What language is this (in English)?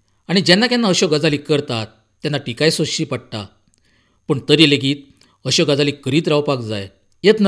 Konkani